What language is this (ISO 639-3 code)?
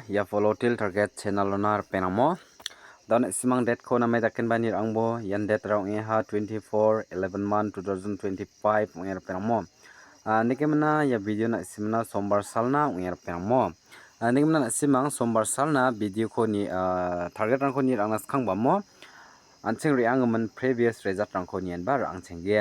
grt